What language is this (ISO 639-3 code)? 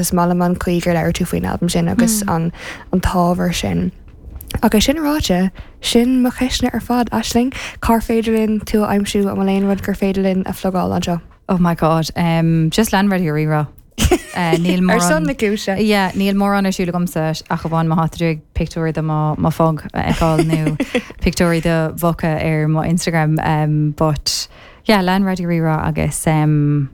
gle